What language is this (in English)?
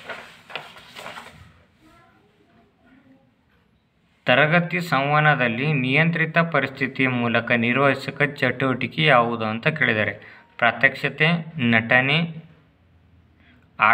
Kannada